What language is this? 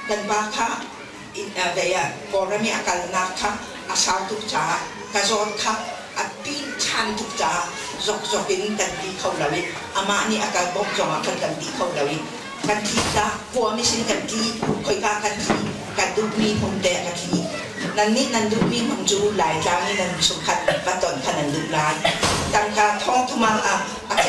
Hakha Chin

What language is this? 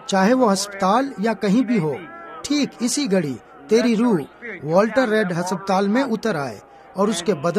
Urdu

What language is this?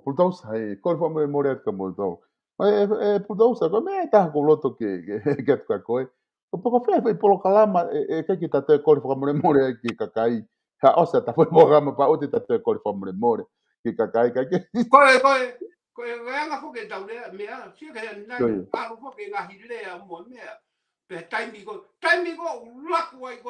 Tongan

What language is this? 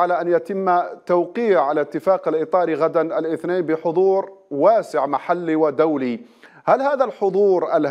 Arabic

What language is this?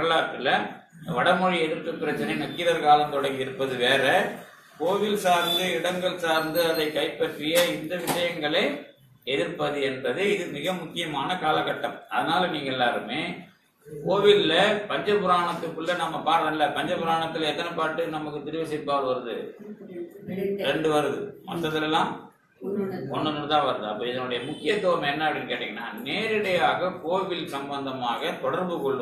Tamil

